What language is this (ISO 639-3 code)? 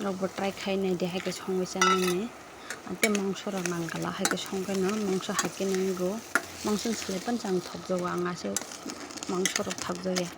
trp